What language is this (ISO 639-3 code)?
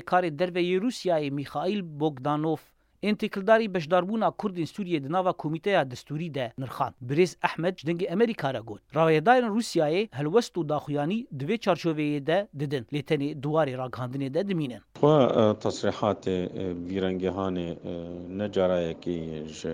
kur